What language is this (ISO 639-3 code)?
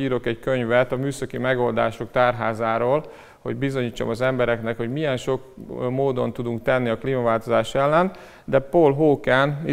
hun